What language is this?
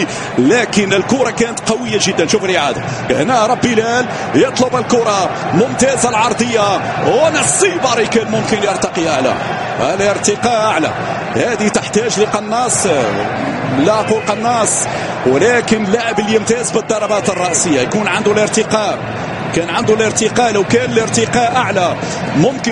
Arabic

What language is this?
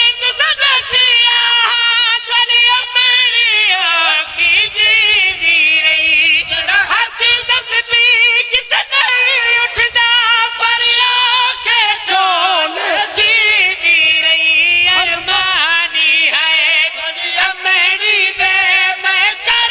Pahari-Potwari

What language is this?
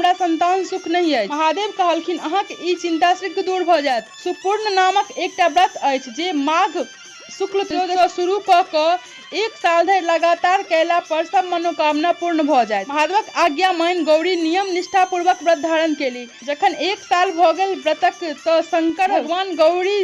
Maithili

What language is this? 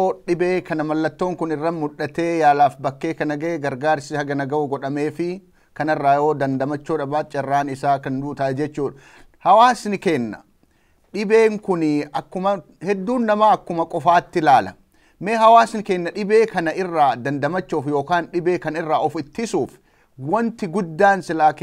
Oromo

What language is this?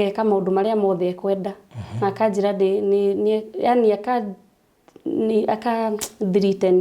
Kikuyu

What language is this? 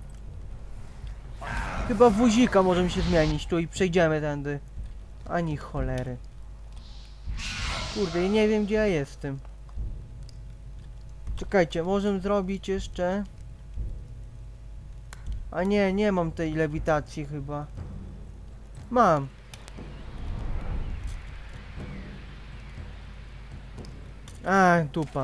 Polish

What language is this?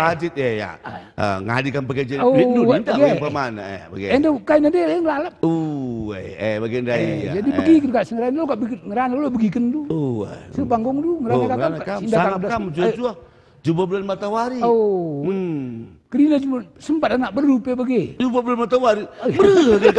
Batak Karo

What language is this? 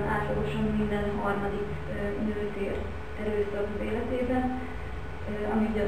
Hungarian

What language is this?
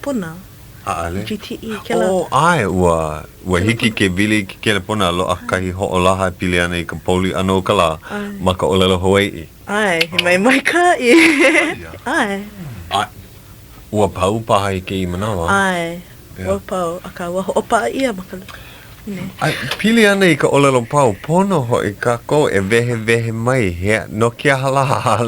Hawaiian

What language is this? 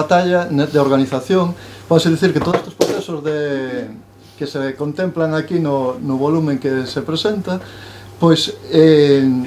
Galician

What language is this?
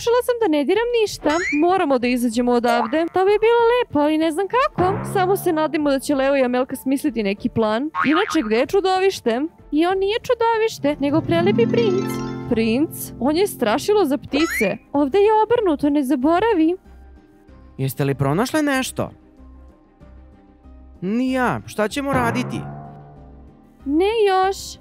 Serbian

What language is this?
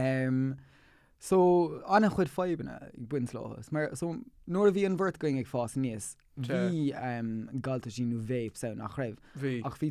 Irish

